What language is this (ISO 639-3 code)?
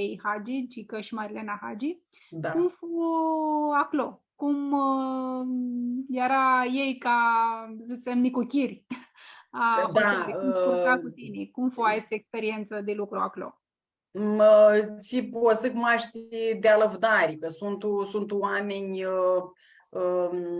rup